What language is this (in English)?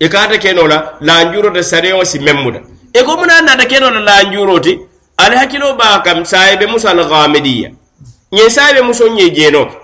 Mandingo